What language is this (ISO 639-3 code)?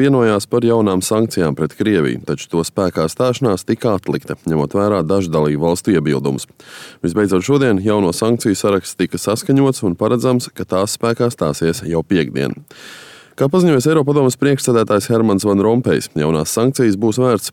lav